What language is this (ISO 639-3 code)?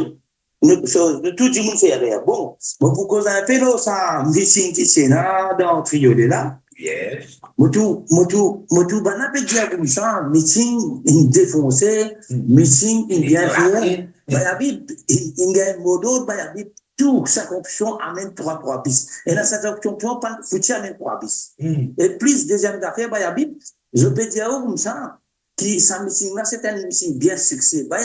mfe